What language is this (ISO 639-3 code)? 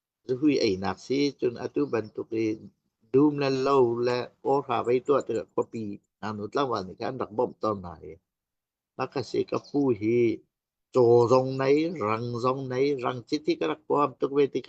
cnh